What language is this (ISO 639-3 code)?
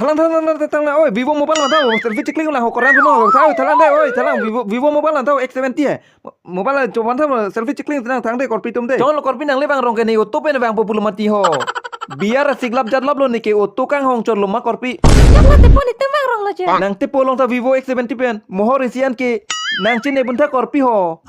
mjw